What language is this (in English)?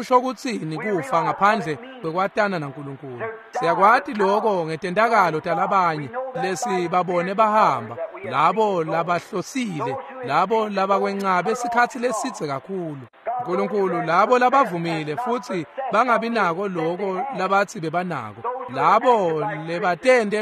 Swati